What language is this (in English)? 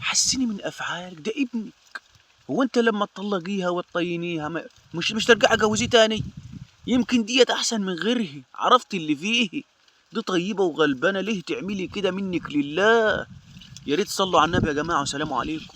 Egyptian Arabic